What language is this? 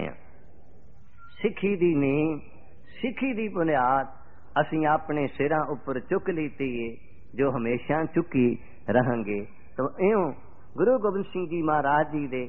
Punjabi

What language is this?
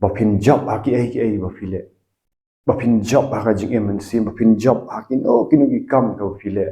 Khasi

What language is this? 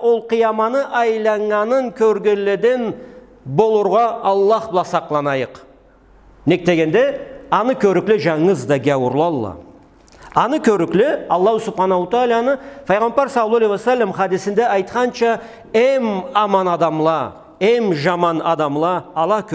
Karachay-Balkar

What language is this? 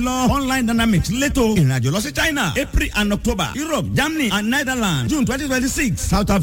Yoruba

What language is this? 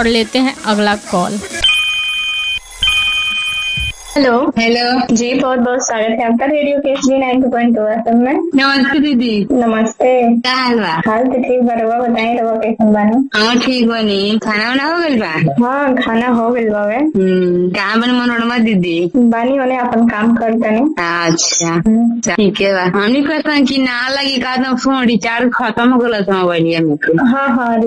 Bhojpuri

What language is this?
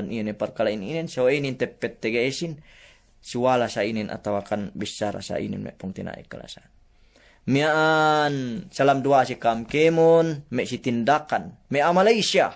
Yakan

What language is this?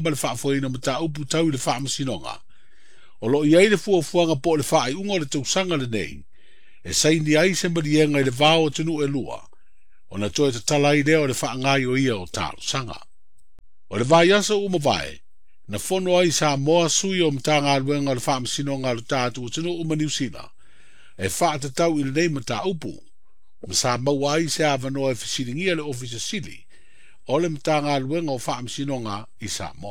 Samoan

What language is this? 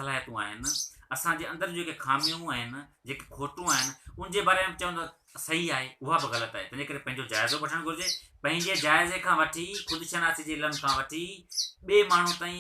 Sindhi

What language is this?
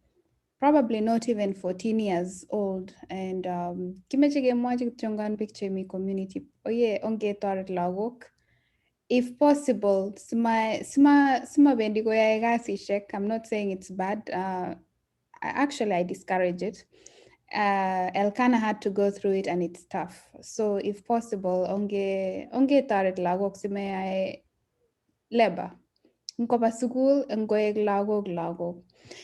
Kalenjin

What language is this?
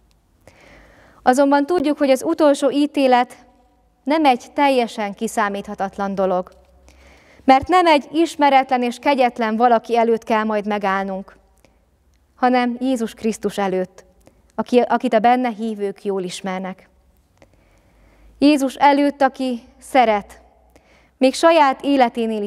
Hungarian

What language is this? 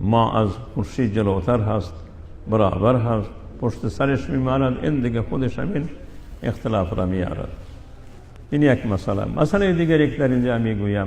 Persian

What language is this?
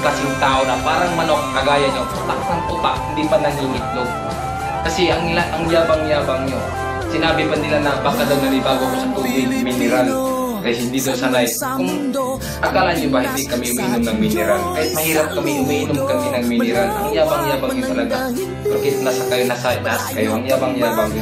Filipino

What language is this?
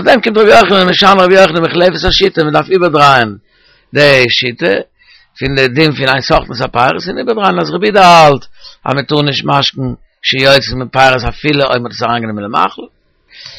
Yiddish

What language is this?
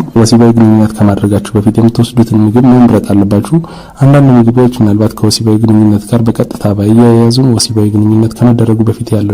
Amharic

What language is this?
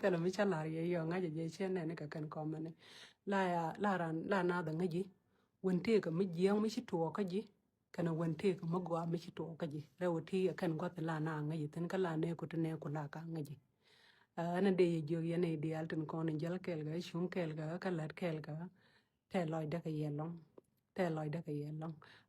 Nuer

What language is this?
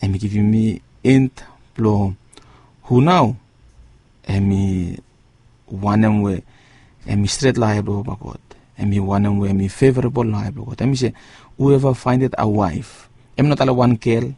Bislama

